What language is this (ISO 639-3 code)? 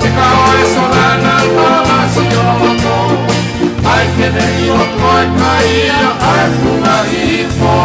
ton